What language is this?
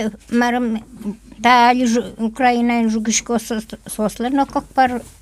Udmurt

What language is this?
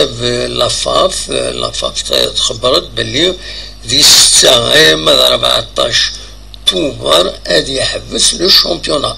Kabyle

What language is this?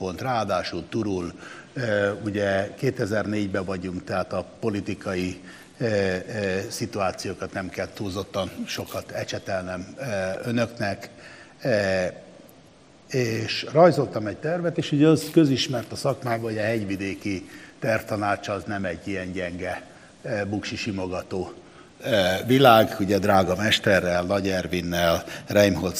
Hungarian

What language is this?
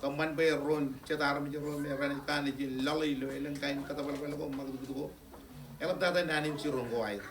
Marshallese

